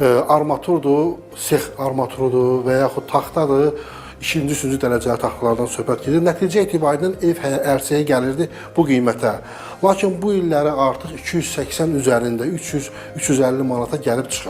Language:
Azerbaijani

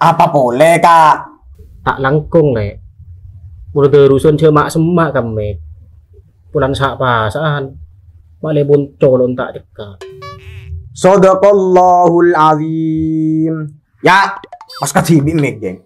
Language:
Madurese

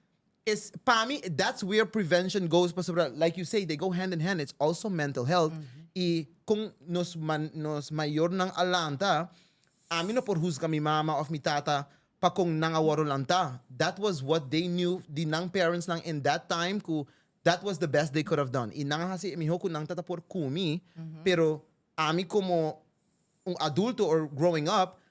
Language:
Papiamento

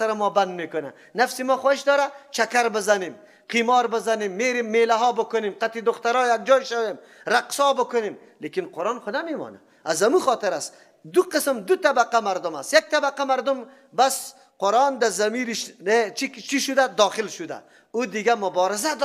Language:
Persian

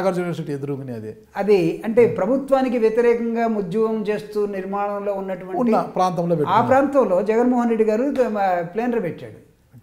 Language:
Telugu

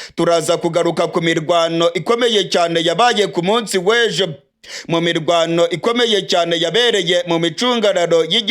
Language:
Rundi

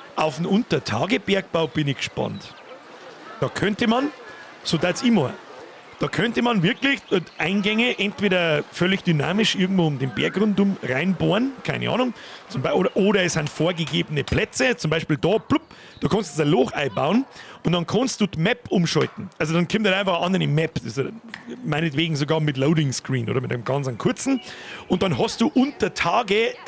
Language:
Bavarian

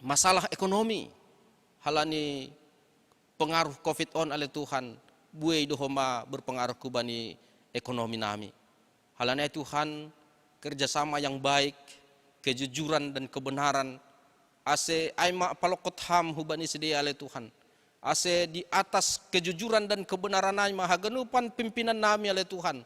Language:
Batak Simalungun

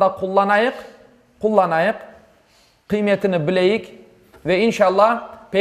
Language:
Crimean Tatar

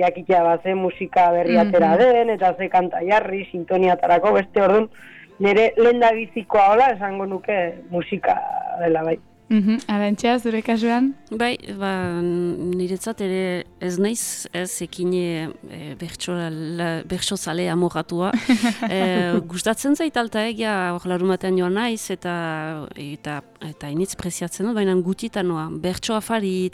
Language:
Basque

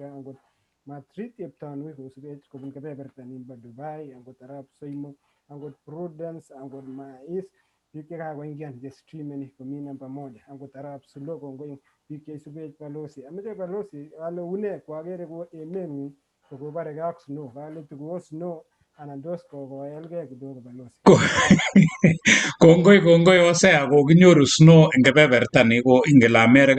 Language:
Kalenjin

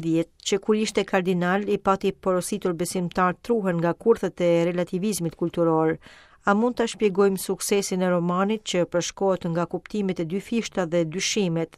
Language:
Albanian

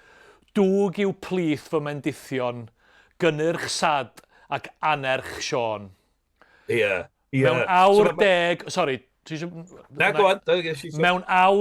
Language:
Welsh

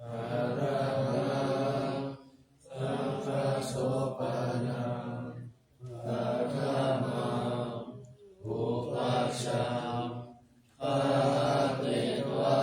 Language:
Pali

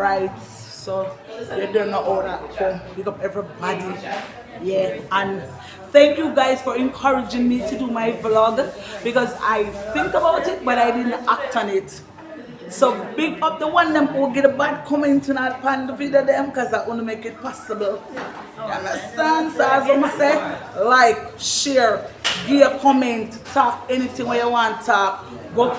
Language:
Jamaican Creole English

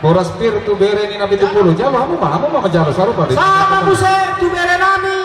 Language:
Batak Toba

